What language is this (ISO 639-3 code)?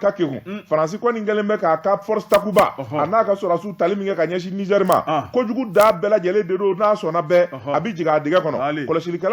bam